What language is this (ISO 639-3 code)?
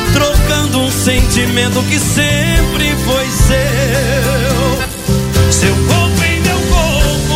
por